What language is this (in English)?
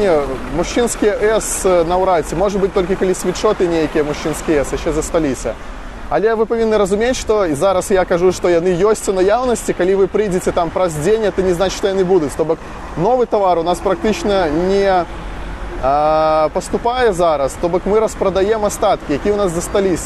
Belarusian